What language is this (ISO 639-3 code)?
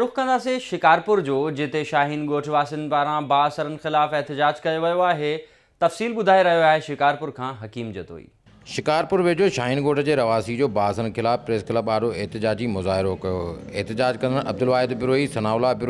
snd